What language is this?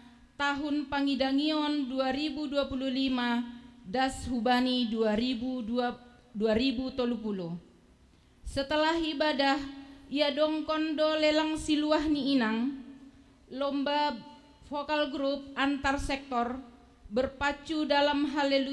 Batak Simalungun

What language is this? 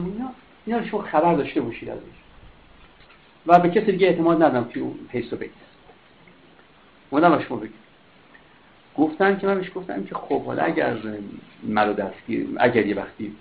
Persian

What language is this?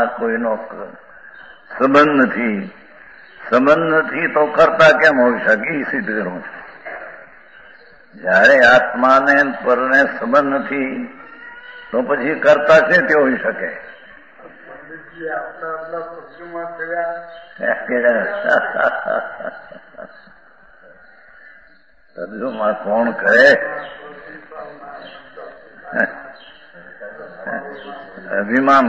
Gujarati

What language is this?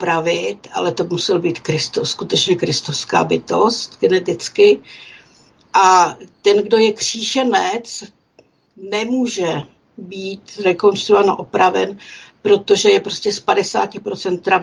Czech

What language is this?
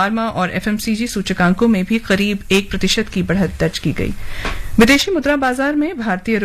Hindi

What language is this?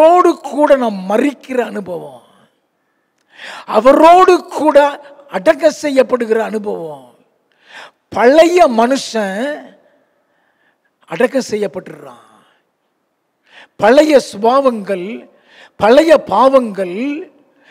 Tamil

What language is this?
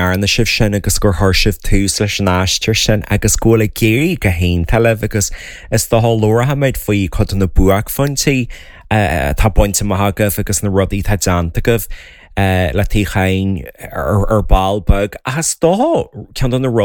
Irish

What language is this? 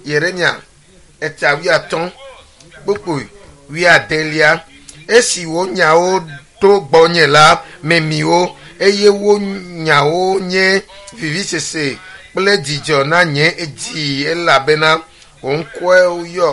Ewe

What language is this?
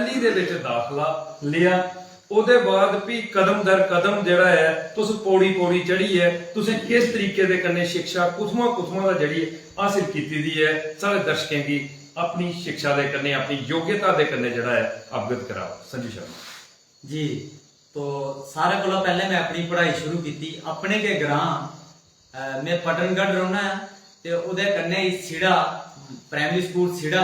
Dogri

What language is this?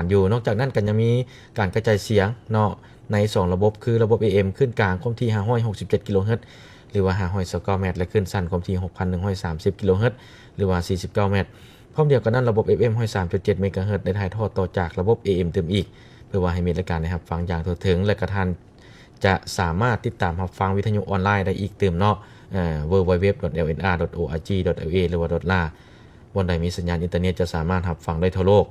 Lao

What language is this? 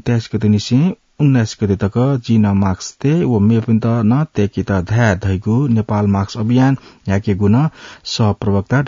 Newari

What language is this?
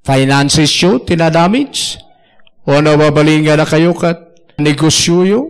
Iloko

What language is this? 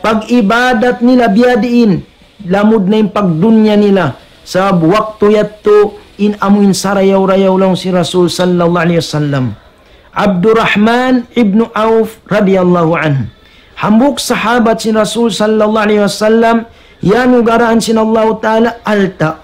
Tausug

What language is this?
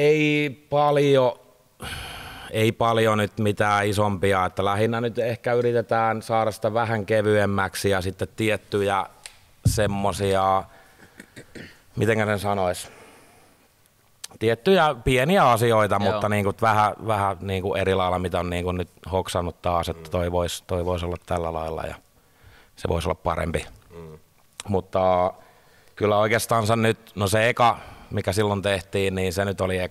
Finnish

